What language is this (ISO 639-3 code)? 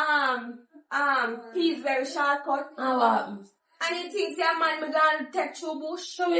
jam